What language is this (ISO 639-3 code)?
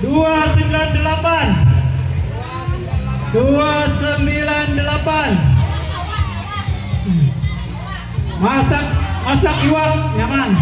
bjn